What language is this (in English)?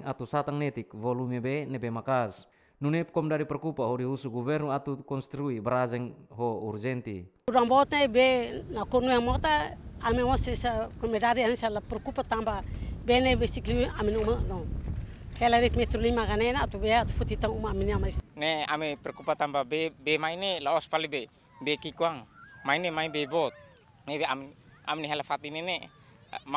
Tetum